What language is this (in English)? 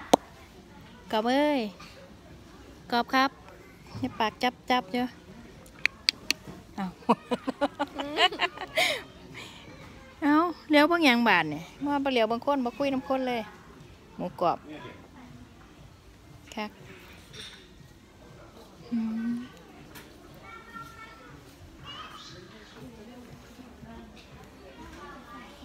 Thai